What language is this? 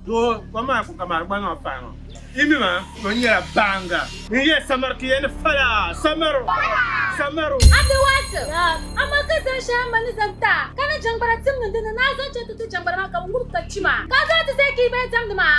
Dagbani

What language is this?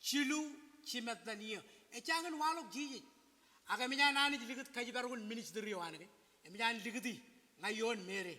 Marshallese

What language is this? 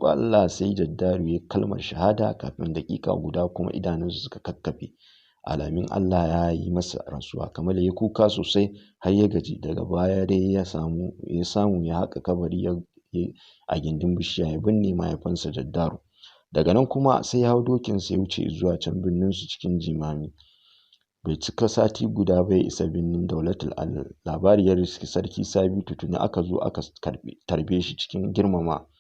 Hausa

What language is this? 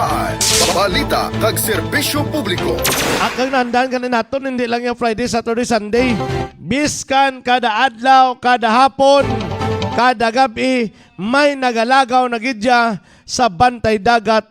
Hiligaynon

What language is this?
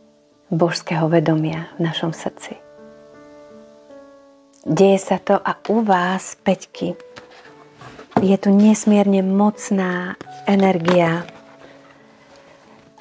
Slovak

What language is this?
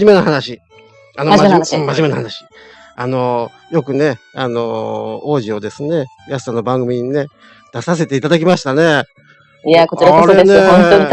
Japanese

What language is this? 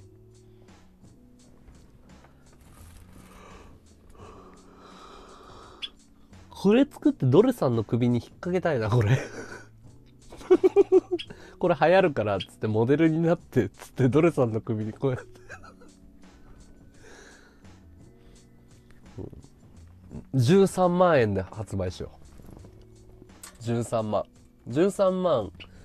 Japanese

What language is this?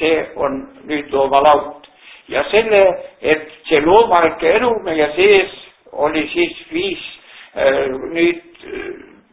Estonian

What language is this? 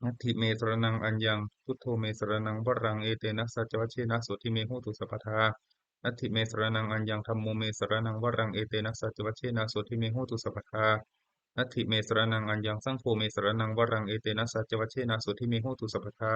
Pali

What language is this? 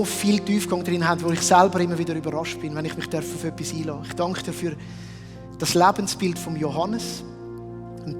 Swiss German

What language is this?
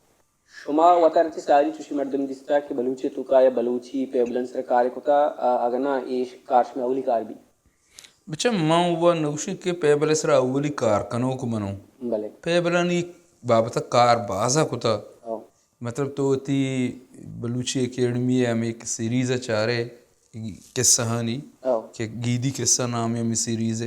Baluchi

